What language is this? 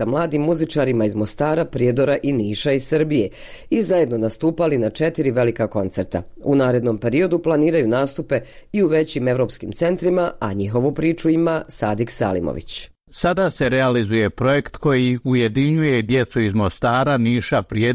Bosnian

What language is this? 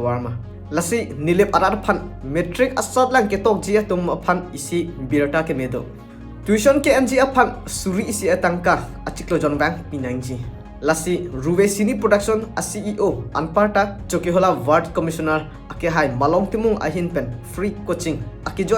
Karbi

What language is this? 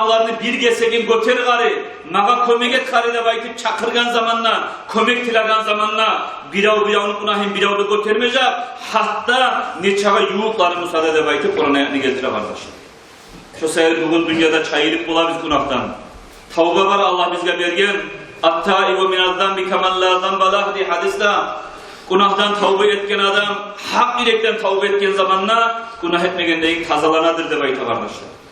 Kumyk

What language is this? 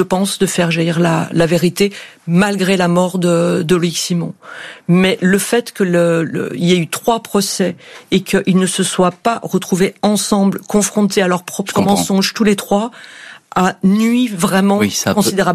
French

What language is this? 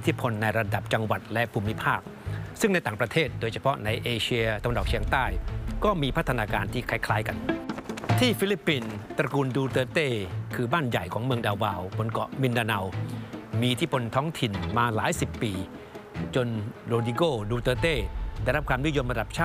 Thai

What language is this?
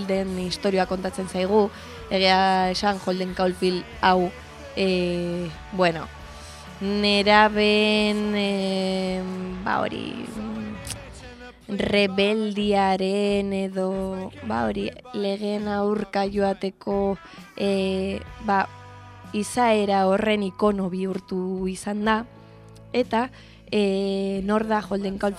Basque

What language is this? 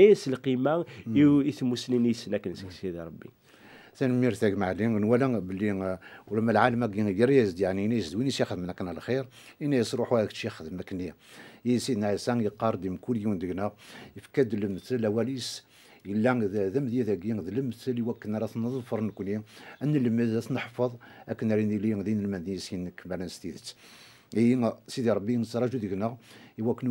Kabyle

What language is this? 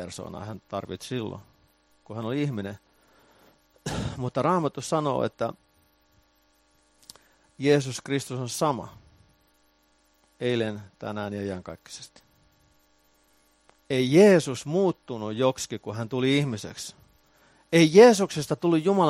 Finnish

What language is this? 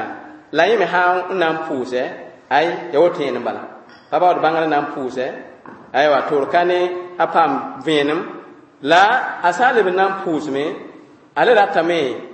Mossi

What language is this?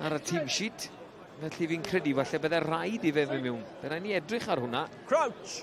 Welsh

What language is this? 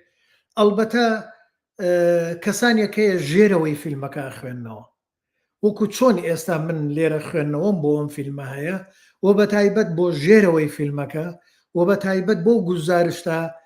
Central Kurdish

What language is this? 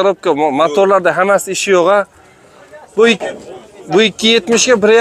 Uzbek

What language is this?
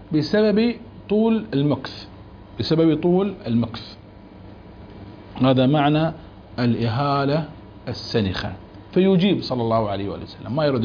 Arabic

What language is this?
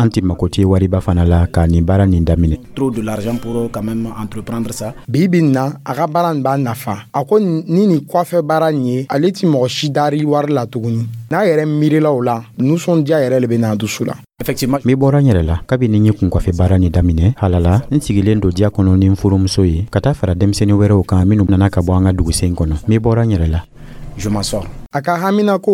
Dyula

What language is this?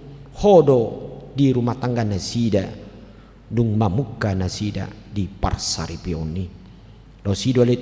Batak Toba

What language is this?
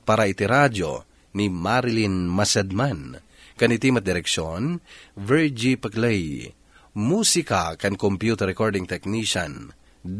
Iloko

